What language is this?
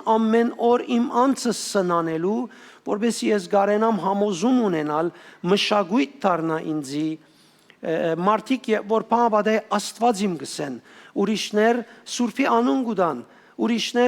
Western Armenian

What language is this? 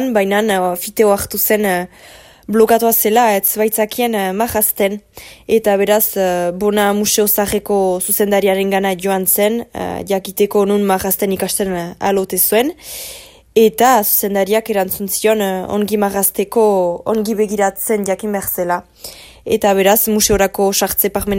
Basque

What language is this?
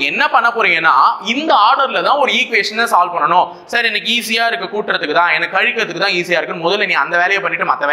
Tamil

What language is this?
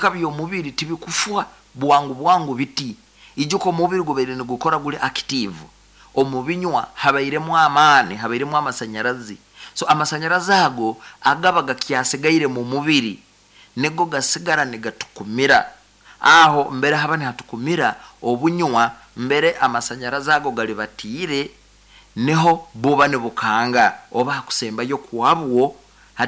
Nyankole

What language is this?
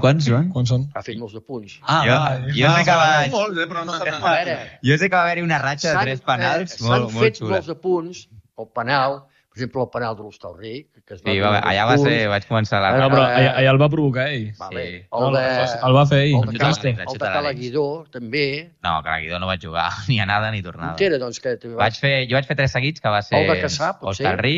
Catalan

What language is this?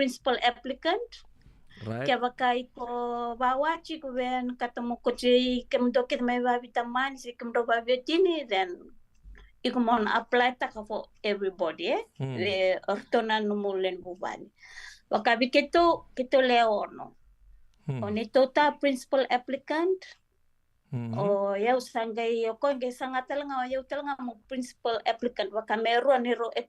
Fijian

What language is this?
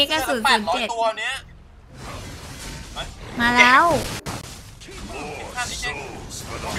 Thai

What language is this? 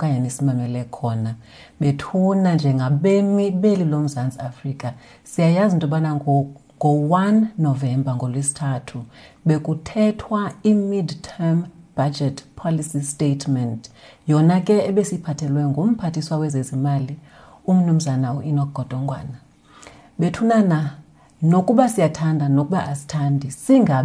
Xhosa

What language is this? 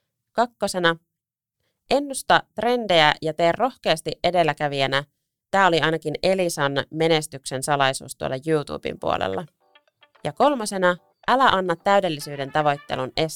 Finnish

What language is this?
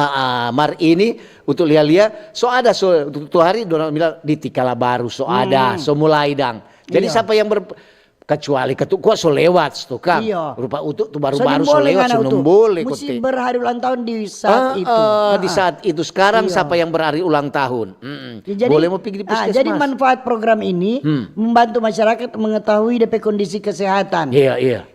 Manado Malay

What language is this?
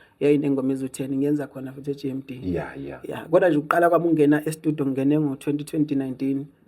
Zulu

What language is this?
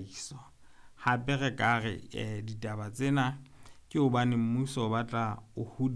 Southern Sotho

